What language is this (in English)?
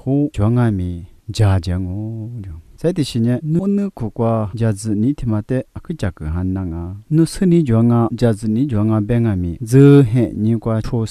Lisu